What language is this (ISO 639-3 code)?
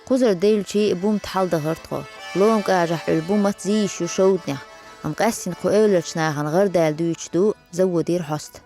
che